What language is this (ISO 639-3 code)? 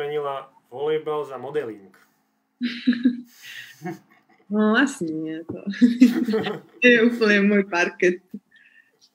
slk